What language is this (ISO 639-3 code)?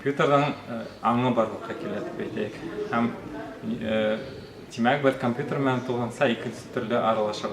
bak